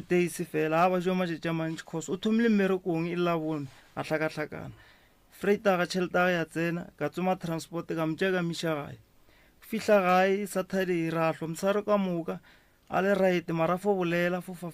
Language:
Northern Sotho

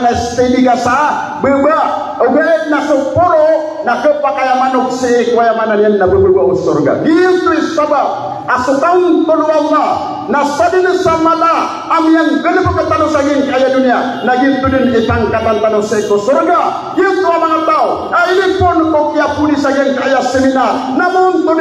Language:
Maranao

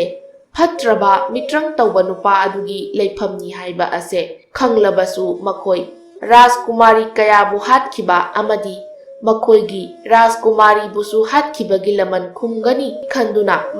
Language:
Manipuri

